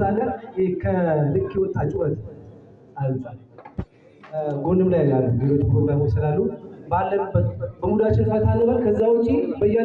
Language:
Amharic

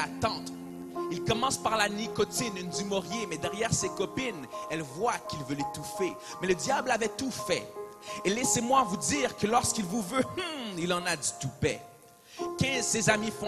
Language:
French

